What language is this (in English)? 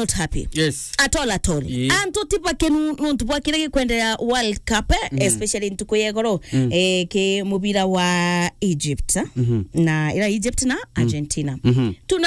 Meru